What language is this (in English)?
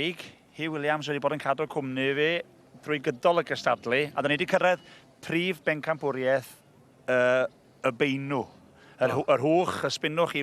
Welsh